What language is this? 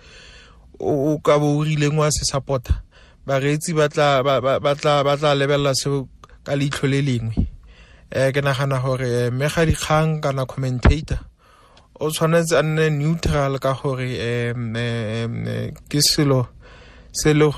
Tswana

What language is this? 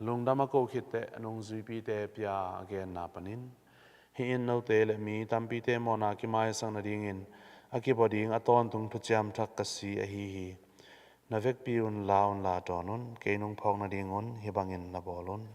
Tedim Chin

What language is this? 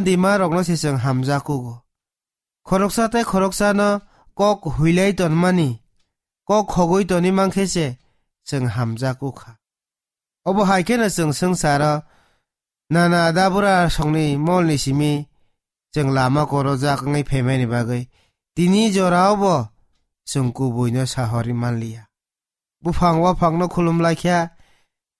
Kok Borok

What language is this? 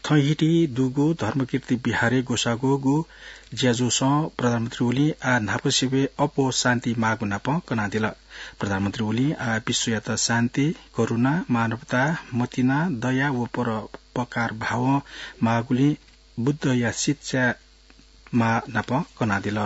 Newari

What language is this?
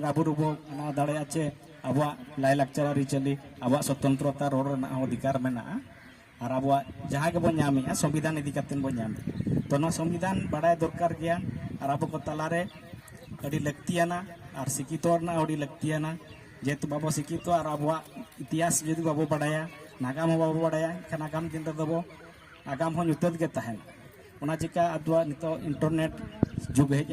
Santali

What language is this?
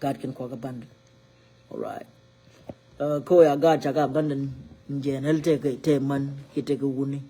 Nuer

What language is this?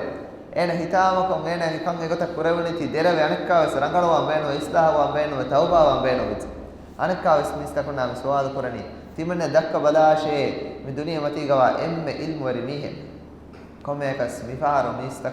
Divehi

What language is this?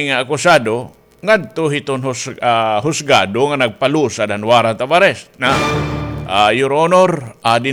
Waray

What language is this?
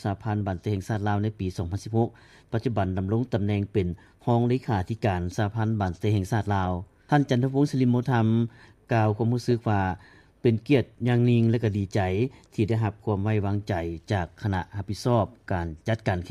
Lao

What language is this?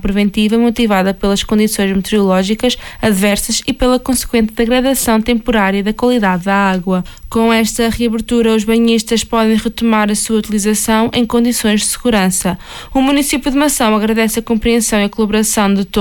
Portuguese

